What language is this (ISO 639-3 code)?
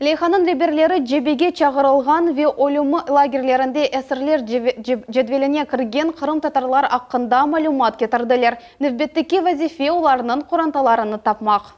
crh